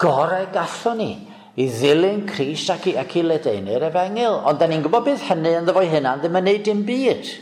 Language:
Welsh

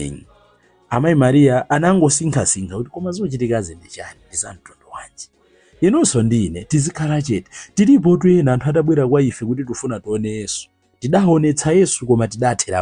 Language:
Nyanja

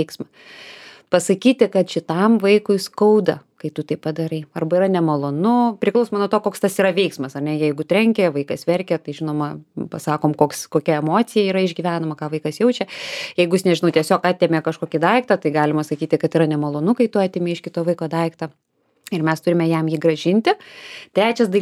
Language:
Lithuanian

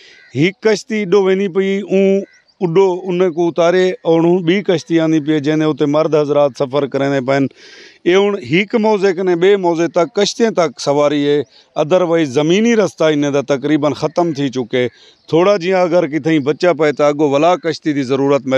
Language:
Saraiki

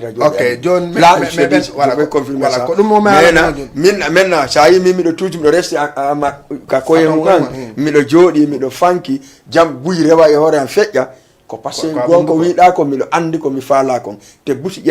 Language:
Fula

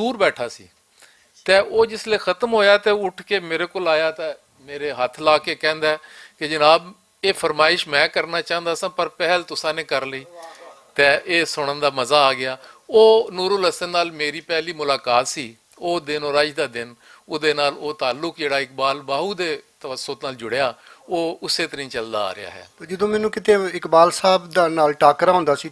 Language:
Western Panjabi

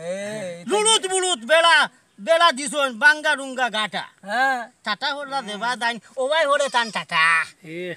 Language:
Sylheti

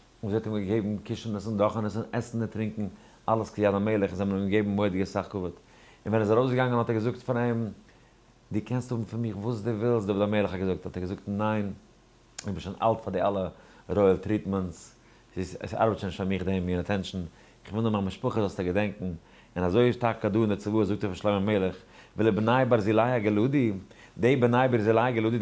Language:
Yiddish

